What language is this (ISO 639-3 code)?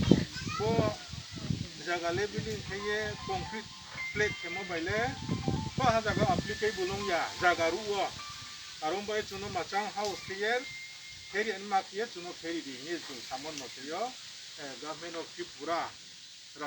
ria